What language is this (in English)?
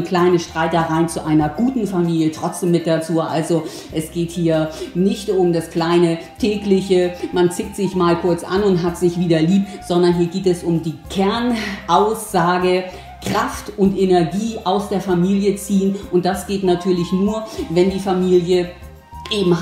German